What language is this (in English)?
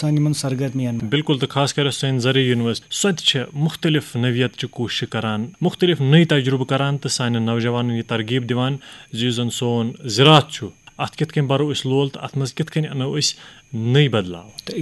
Kashmiri